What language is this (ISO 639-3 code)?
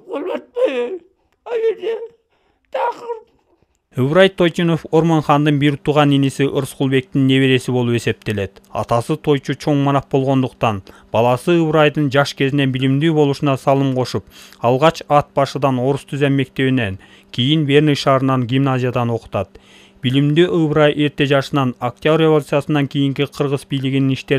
kir